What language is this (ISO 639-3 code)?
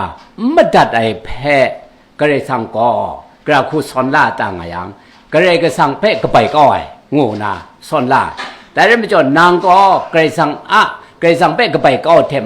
kac